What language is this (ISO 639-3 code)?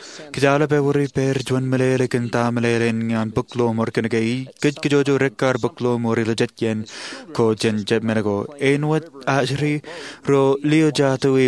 mah